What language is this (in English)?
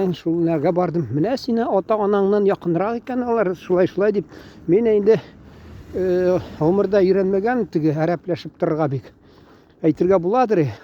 Tatar